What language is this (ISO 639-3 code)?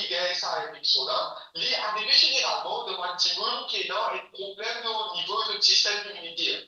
mfe